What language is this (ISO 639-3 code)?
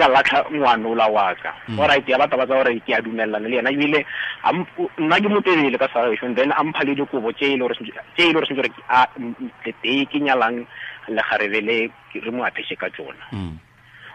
tsn